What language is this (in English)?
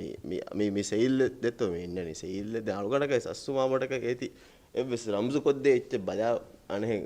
Divehi